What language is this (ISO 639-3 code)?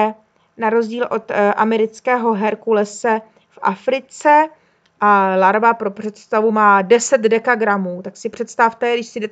ces